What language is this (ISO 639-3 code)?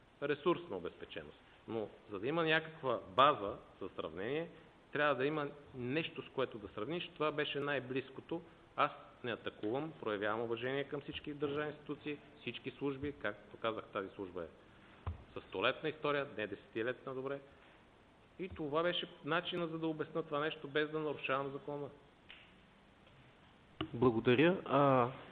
bul